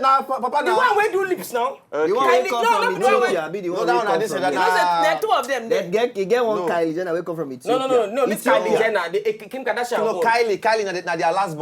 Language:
Nigerian Pidgin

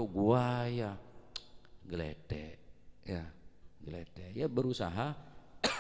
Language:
Madurese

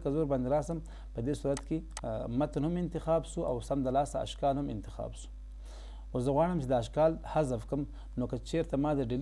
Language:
Pashto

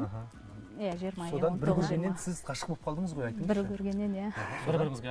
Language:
Kazakh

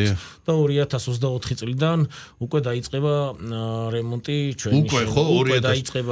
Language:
Georgian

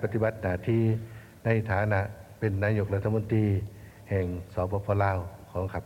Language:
Lao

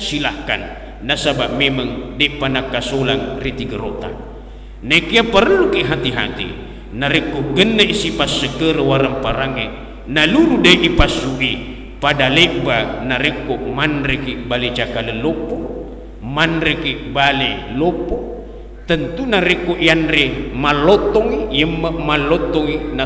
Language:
Buginese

